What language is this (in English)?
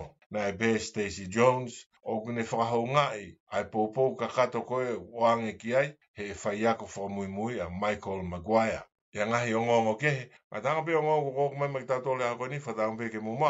Tongan